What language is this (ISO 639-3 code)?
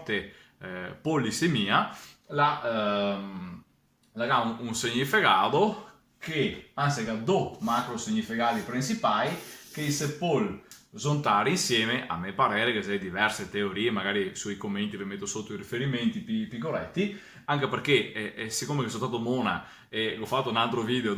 vec